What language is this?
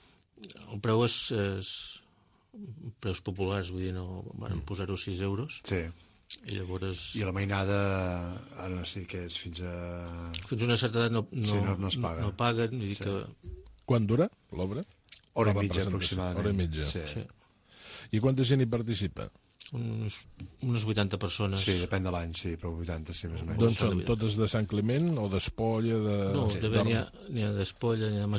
Catalan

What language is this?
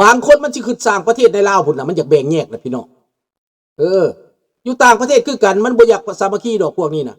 Lao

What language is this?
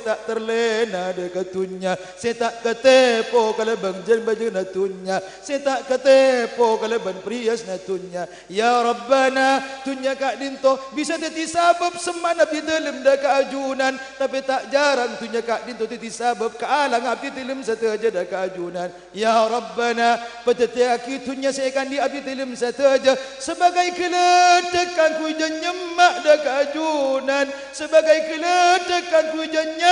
Madurese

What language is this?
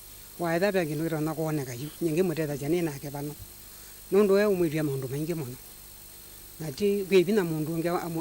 Kamba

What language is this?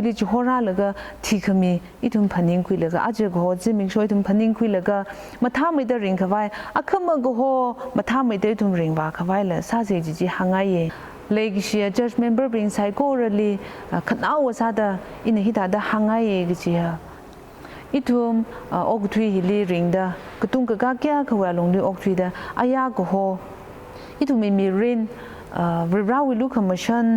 Tangkhul Naga (India)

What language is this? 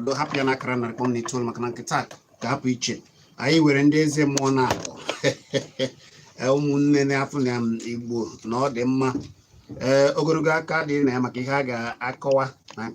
Igbo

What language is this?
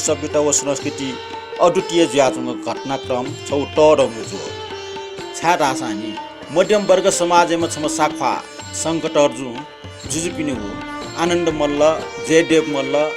Newari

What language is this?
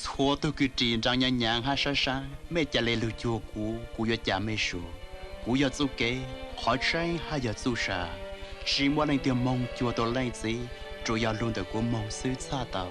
Hmong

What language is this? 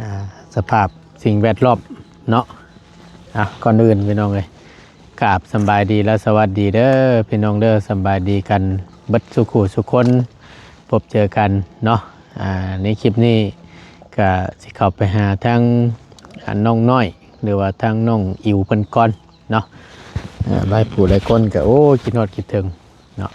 Lao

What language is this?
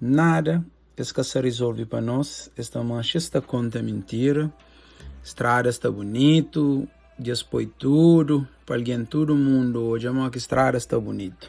Kabuverdianu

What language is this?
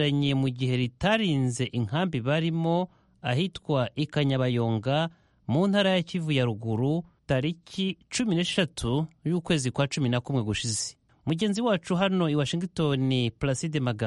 Kinyarwanda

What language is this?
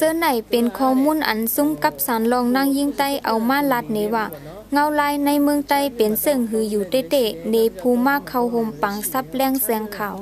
Shan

